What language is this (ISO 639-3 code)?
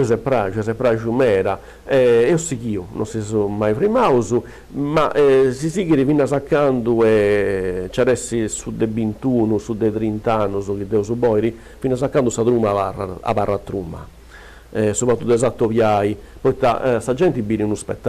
srd